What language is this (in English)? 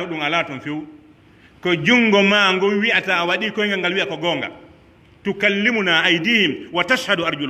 Pular